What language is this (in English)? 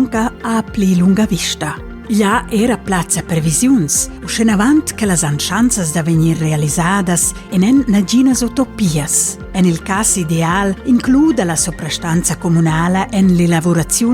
Romansh